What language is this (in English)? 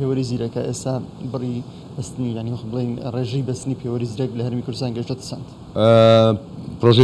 Central Kurdish